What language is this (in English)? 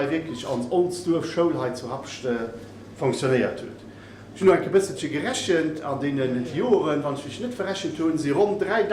Luxembourgish